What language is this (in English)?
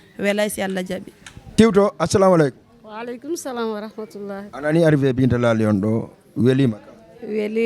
Fula